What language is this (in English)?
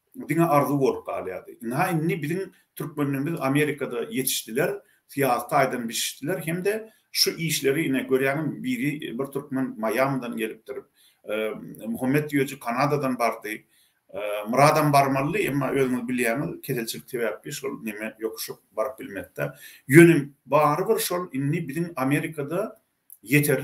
Turkmen